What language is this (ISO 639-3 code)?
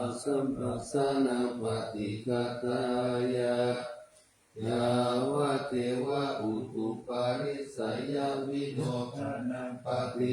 pli